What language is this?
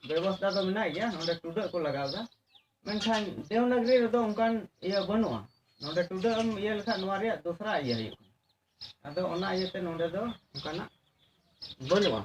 Santali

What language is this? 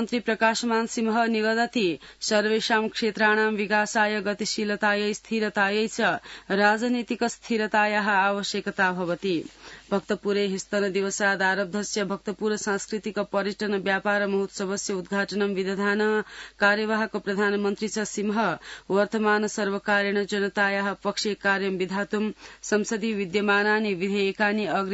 Sanskrit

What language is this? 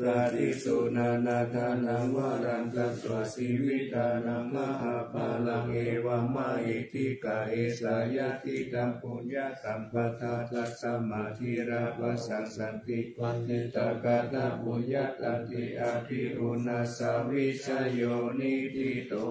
Pali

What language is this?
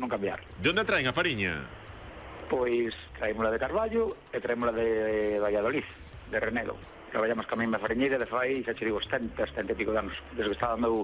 Galician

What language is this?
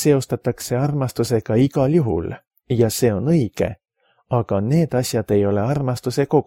Estonian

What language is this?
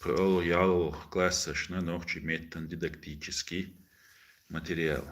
Chechen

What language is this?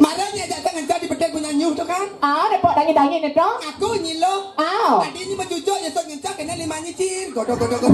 Balinese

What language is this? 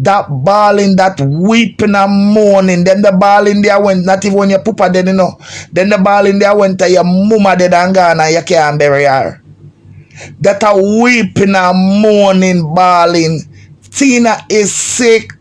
Jamaican Creole English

